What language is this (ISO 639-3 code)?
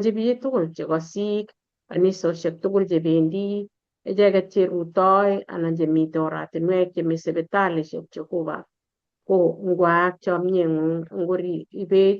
kln